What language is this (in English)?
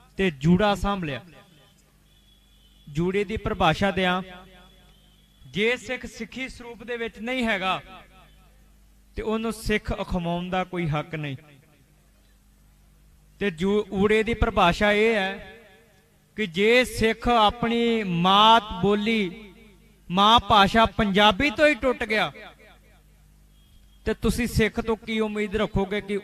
Punjabi